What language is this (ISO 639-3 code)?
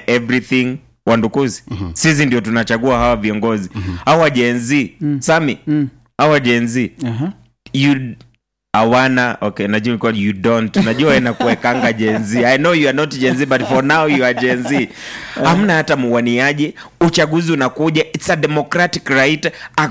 swa